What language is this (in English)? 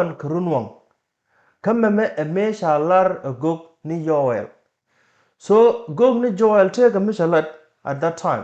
Nuer